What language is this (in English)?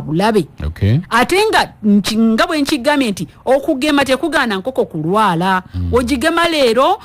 Ganda